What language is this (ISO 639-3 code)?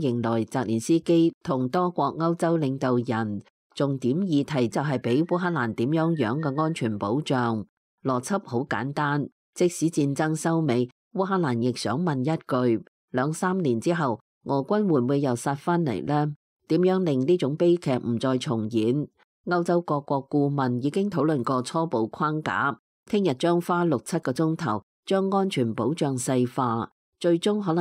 yue